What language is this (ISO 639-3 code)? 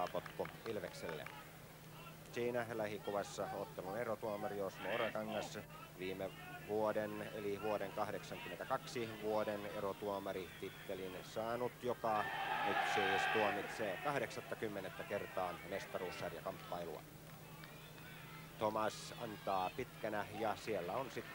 fin